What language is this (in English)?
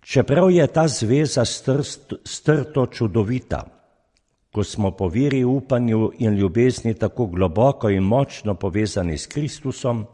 Slovenian